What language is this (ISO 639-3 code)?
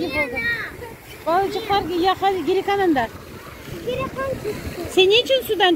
crh